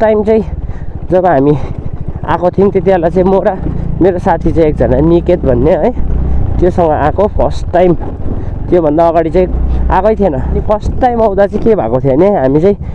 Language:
Nepali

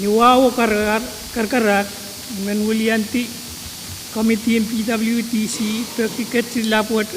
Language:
Pohnpeian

